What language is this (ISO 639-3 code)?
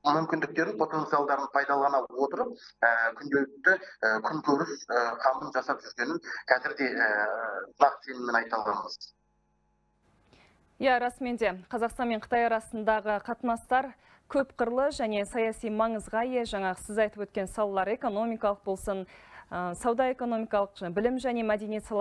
kaz